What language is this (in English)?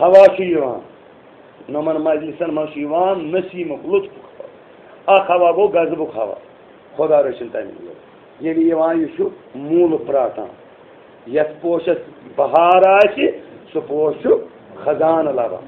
Kashmiri